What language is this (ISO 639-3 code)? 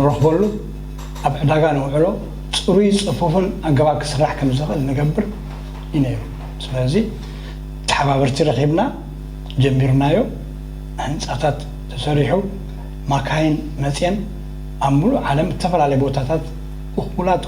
tir